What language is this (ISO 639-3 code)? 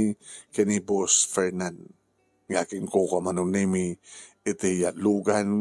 ilo